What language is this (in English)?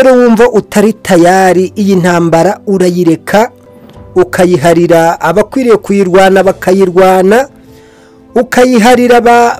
Kinyarwanda